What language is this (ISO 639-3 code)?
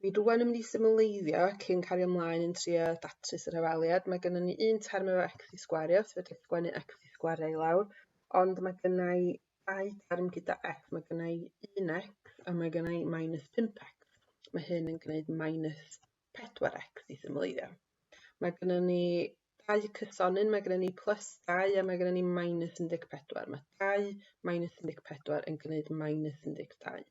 cym